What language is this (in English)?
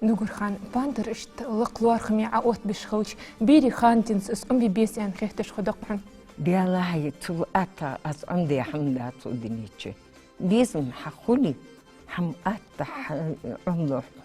Ingush